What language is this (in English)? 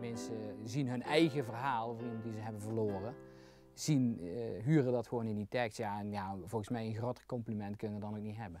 Limburgish